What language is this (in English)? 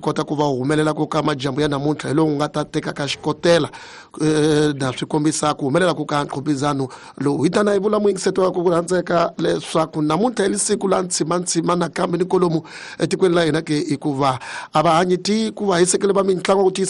Tsonga